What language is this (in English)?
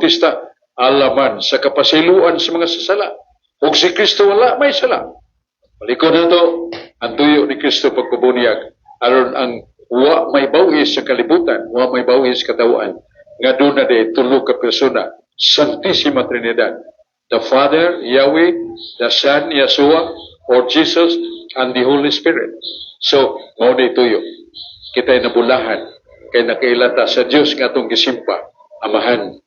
Cebuano